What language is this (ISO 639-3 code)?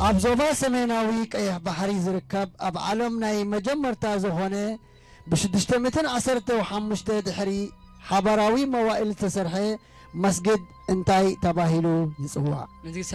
tir